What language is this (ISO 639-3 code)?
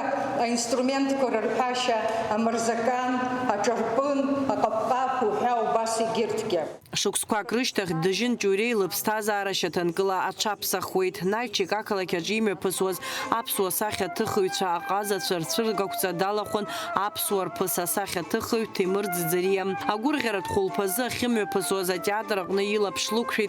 abk